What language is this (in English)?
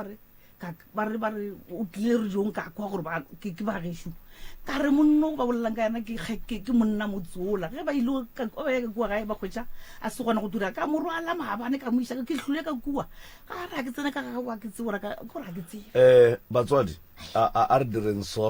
Northern Sotho